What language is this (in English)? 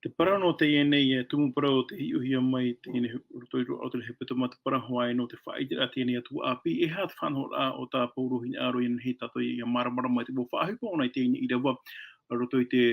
Tahitian